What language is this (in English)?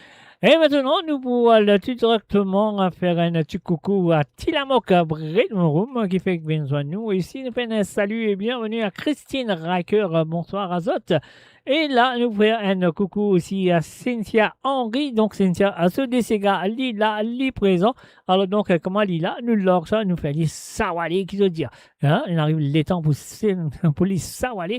Morisyen